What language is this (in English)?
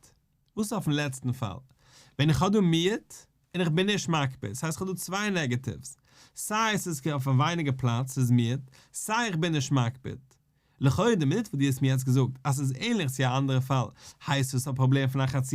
Yiddish